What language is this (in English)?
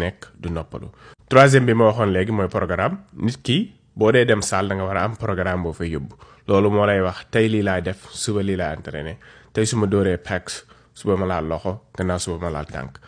Wolof